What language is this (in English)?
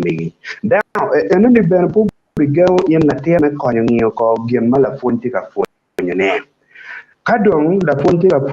Acoli